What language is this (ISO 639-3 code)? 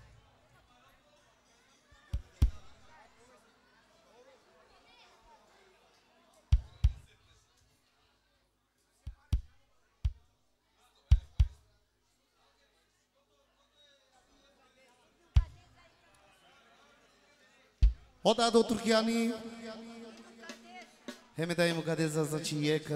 hrv